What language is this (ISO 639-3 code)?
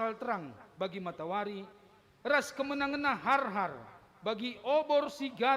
btx